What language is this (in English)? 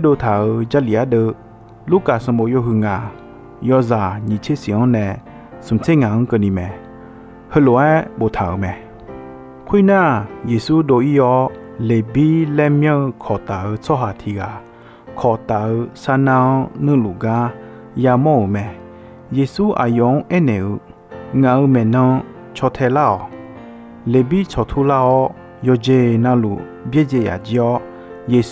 Akha